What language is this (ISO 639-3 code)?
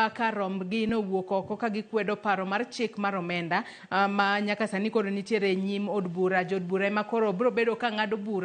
luo